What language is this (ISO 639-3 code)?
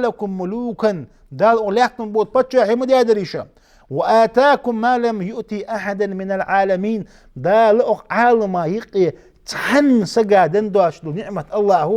inh